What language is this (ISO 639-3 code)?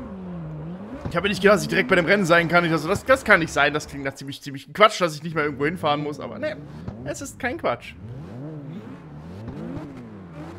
deu